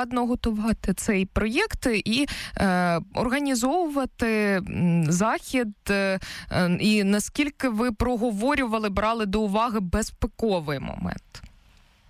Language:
Ukrainian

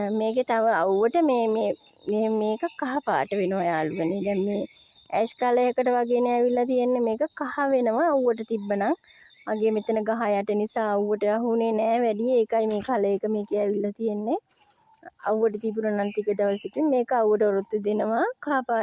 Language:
Sinhala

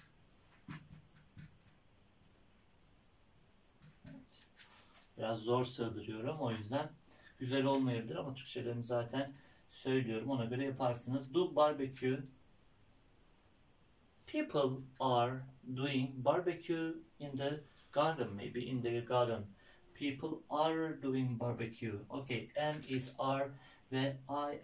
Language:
Turkish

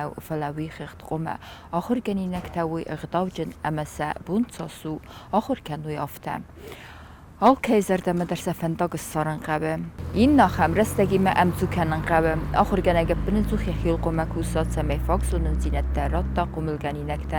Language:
Ossetic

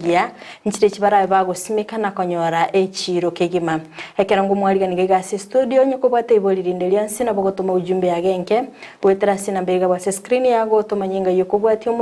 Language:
Gusii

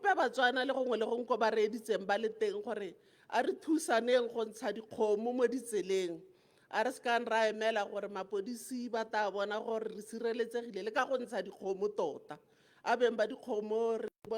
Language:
Tswana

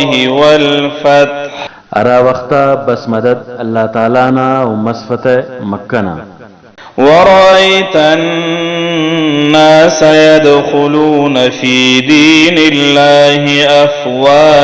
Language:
Brahui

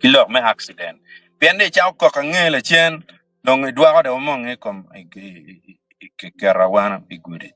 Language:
Acoli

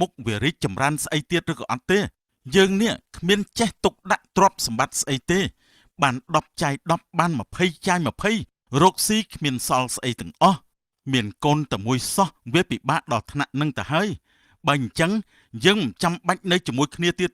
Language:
Khmer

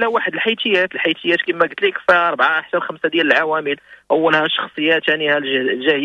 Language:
Moroccan Arabic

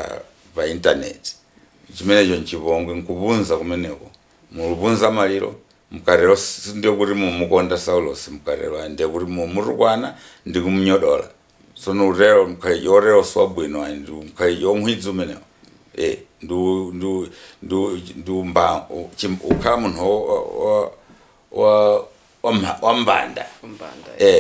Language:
Nyanja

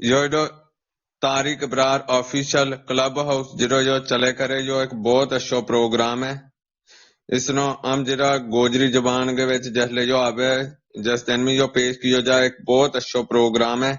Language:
Gujari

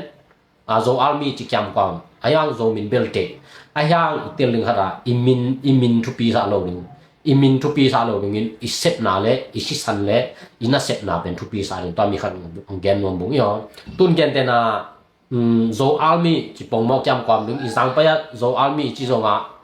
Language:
Tedim Chin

